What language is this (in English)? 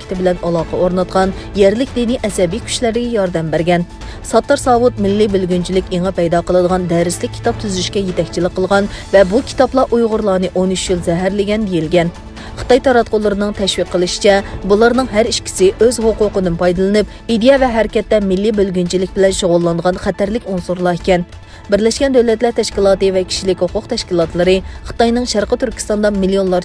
Uyghur